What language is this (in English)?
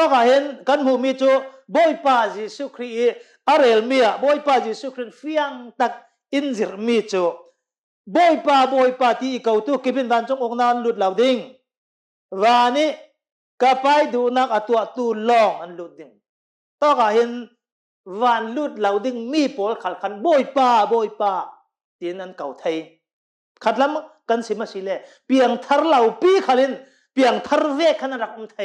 Hakha Chin